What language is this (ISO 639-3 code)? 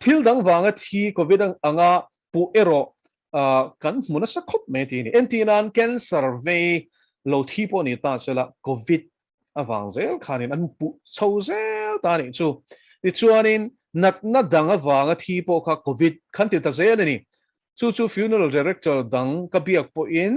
lus